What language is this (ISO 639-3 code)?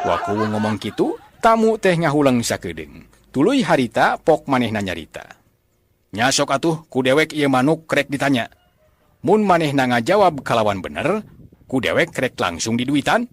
sun